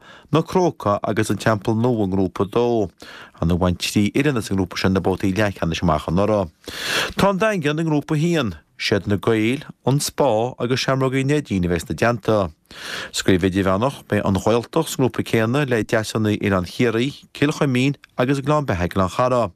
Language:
Irish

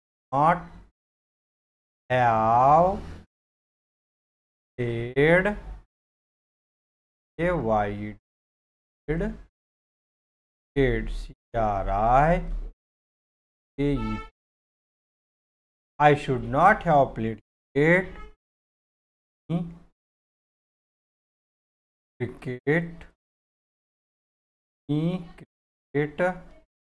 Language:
Marathi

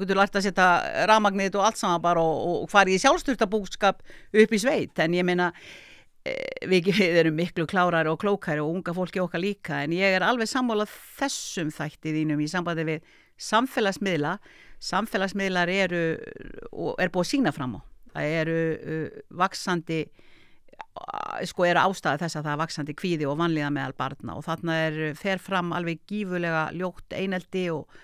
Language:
Icelandic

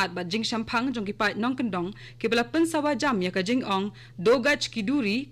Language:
Khasi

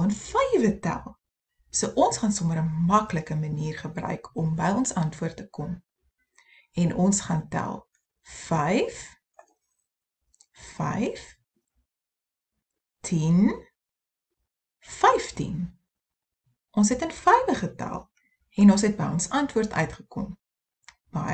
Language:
Afrikaans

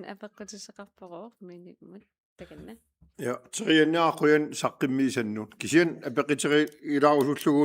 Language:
Kalaallisut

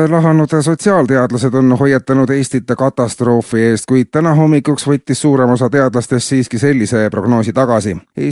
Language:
Estonian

